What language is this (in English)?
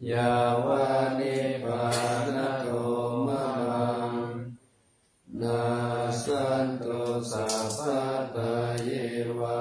Pali